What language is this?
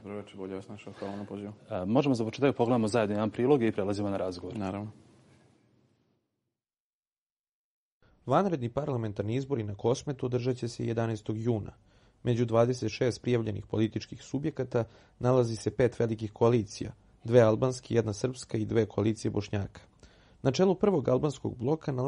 Serbian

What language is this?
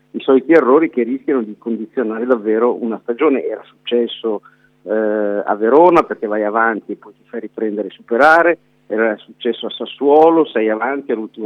Italian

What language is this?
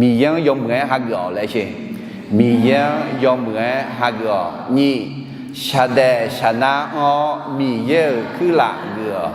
Akha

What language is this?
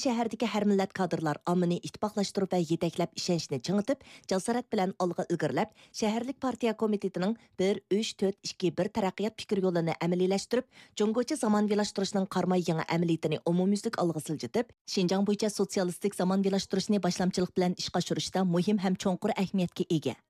Uyghur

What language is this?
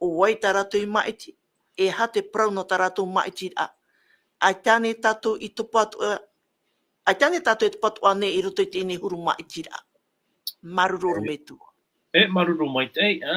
Tahitian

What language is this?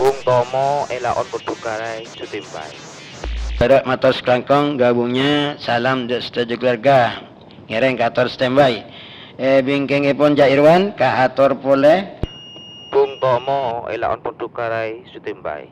Madurese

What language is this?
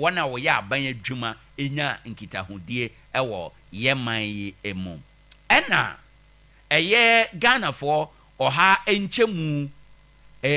Akan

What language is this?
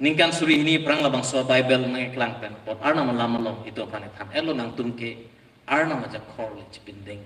Karbi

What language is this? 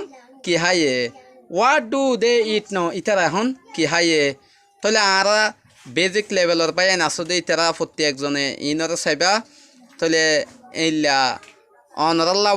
Rohingya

